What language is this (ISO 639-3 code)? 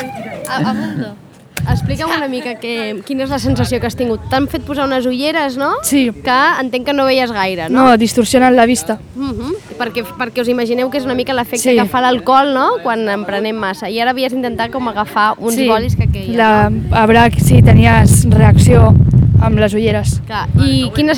cat